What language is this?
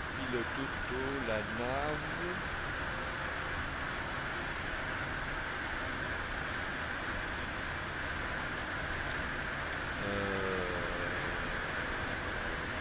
French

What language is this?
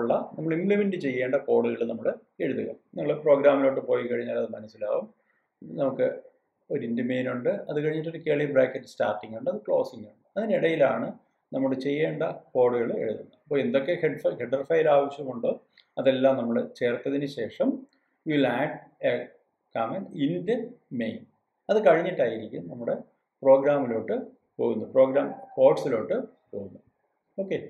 Malayalam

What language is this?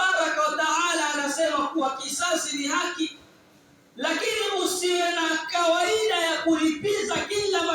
Swahili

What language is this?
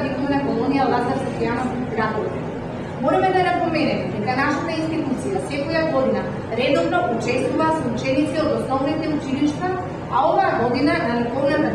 Macedonian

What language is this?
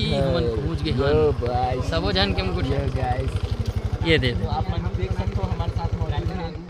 Chhattisgarhi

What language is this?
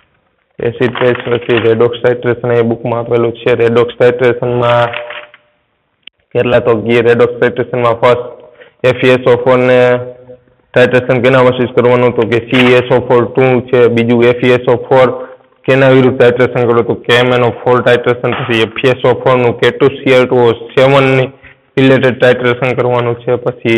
Gujarati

